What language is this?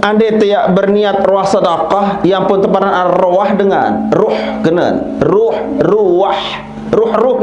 Sasak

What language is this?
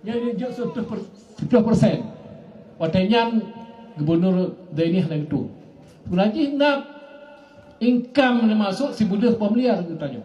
Achinese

